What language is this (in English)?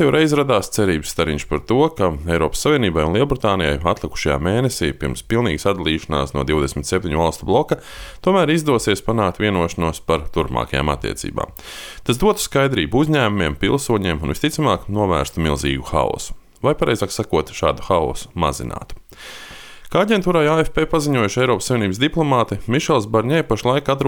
Latvian